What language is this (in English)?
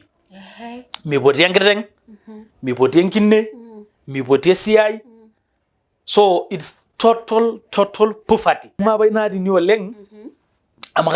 Masai